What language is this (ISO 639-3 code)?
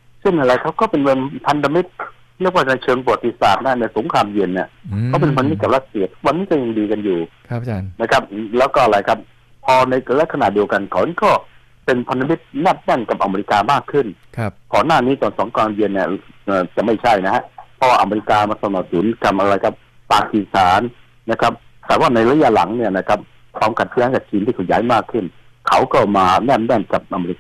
tha